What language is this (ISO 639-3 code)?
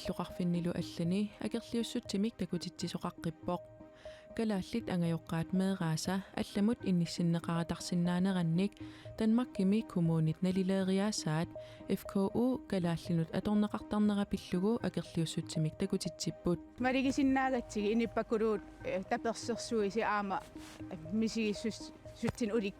kal